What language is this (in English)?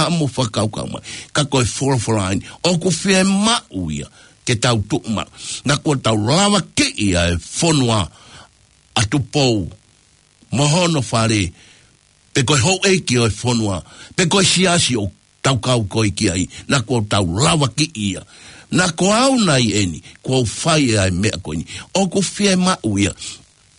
Tongan